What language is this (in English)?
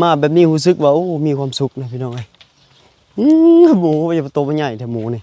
Lao